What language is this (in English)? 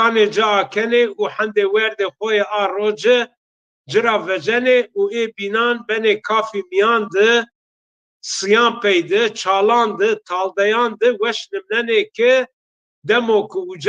Zaza